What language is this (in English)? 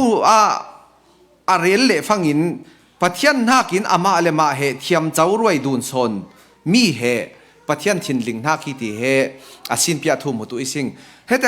Falam Chin